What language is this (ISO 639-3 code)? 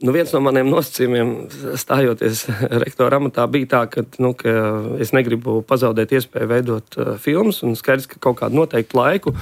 lav